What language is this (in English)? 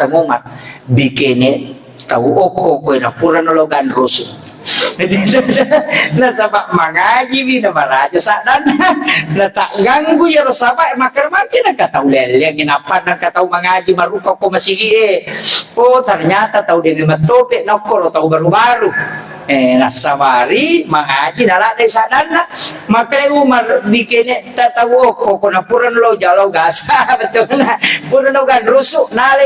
Buginese